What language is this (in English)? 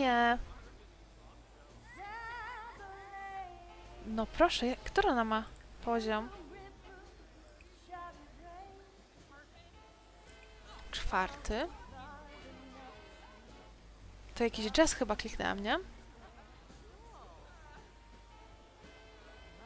Polish